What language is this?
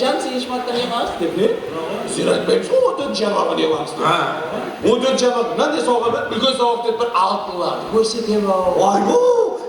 Kara-Kalpak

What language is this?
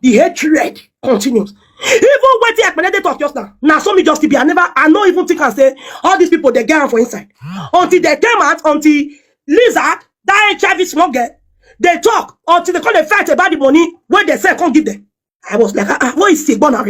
Nigerian Pidgin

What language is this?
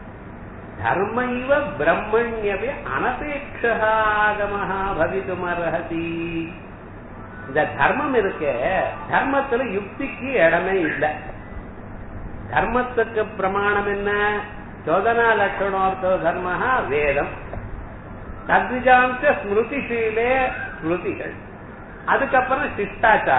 Tamil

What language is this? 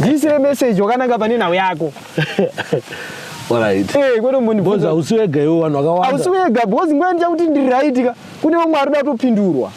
Shona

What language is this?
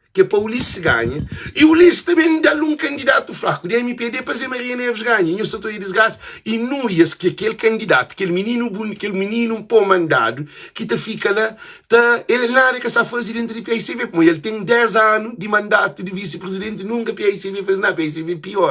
Kabuverdianu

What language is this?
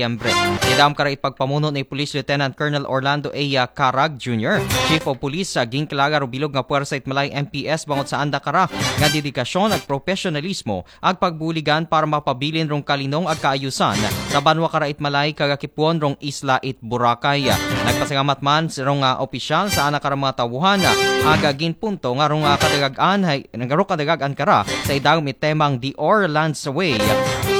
Aklanon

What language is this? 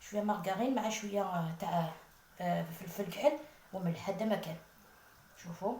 Algerian Arabic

